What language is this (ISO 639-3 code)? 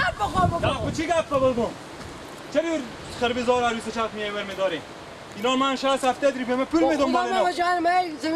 fas